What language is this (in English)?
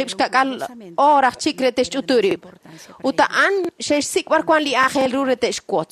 Kekchí